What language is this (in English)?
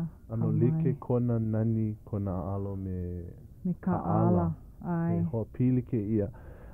Hawaiian